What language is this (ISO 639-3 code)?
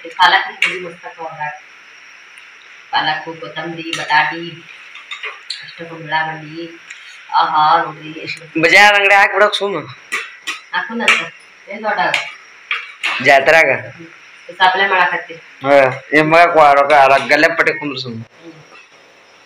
kan